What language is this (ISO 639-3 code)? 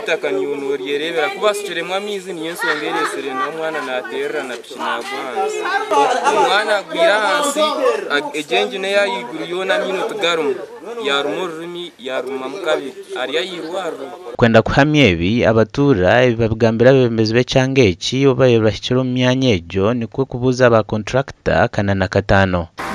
nyn